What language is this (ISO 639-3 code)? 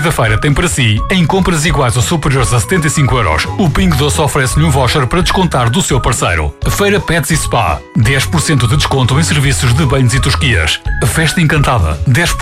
por